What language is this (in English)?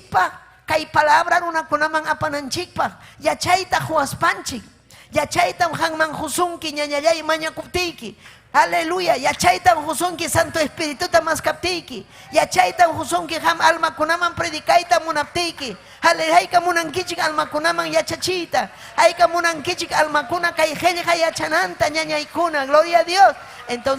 Ayacucho Quechua